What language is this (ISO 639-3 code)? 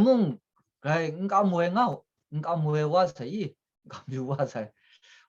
kac